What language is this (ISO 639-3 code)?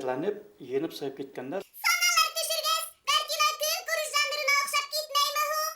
bak